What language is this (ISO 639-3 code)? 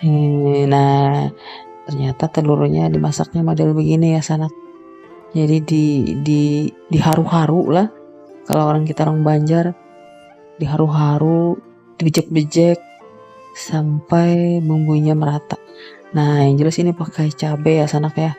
bjn